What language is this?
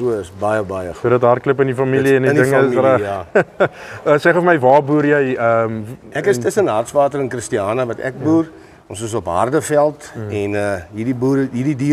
Afrikaans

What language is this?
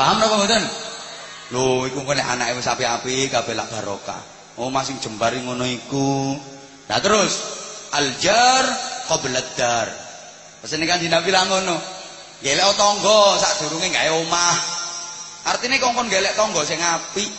Javanese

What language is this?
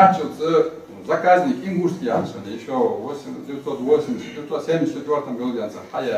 Ingush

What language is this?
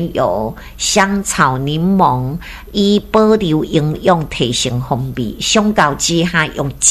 Min Nan Chinese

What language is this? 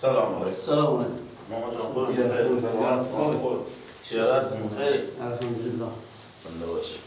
Persian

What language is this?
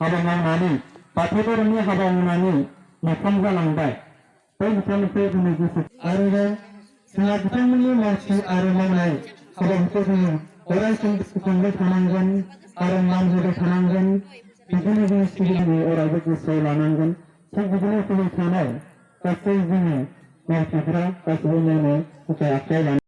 Bodo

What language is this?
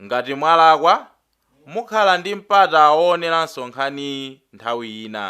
Nyanja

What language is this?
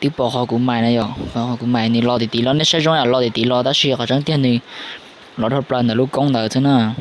Hmong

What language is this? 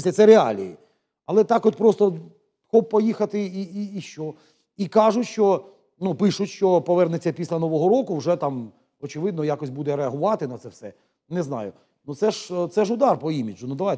Ukrainian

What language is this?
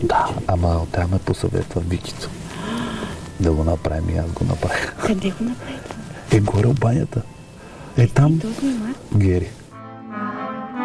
Bulgarian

